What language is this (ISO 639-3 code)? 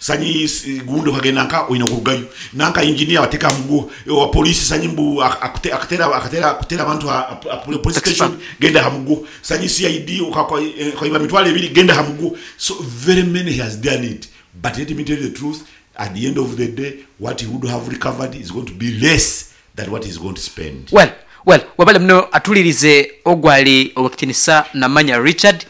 nyo